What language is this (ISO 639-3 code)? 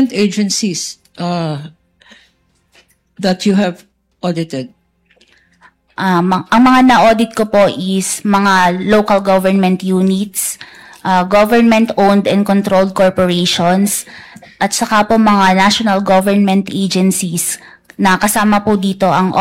fil